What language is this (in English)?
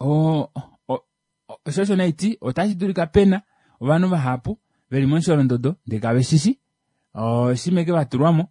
Kuanyama